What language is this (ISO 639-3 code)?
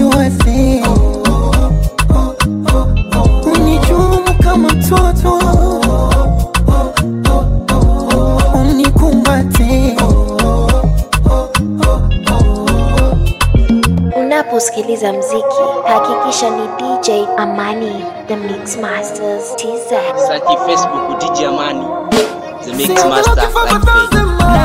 swa